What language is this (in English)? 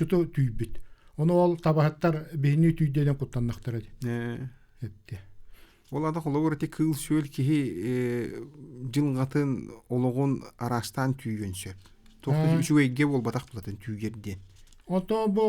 Yakut